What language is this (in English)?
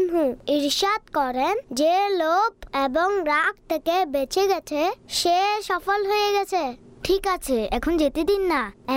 Bangla